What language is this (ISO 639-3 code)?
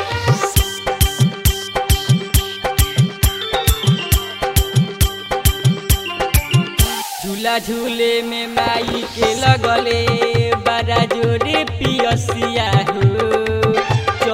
bho